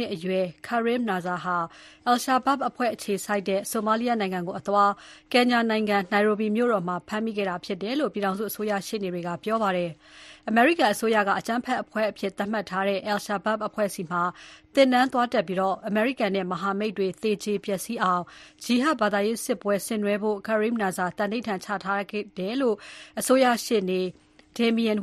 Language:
Burmese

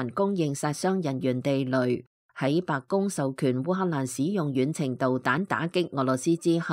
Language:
Cantonese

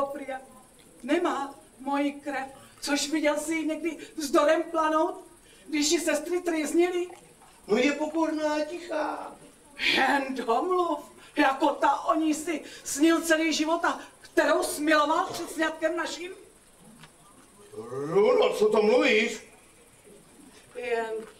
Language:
Czech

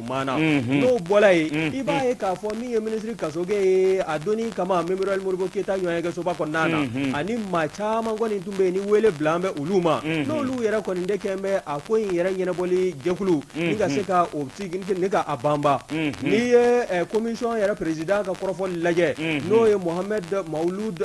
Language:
Bambara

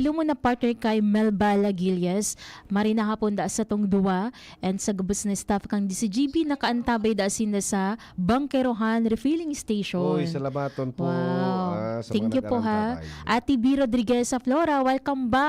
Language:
Bikol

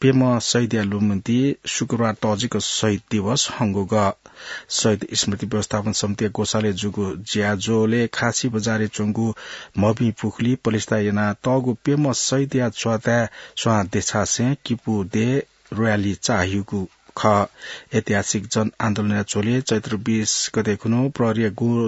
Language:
Newari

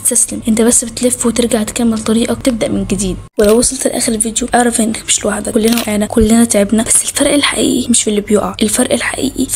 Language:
Egyptian Arabic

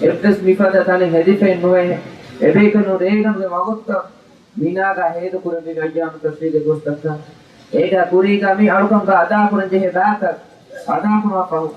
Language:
Divehi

